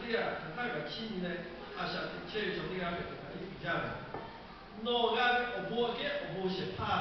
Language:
Lahu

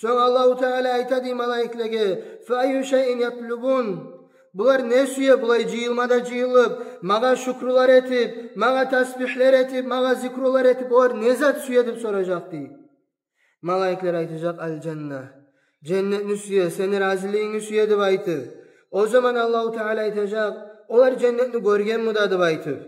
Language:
Kumyk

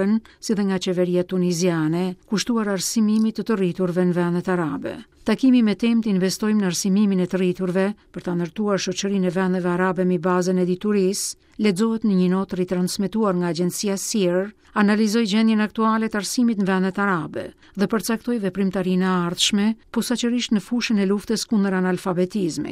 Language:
Albanian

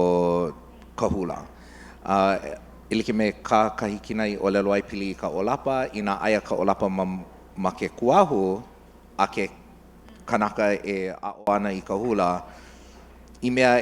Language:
Hawaiian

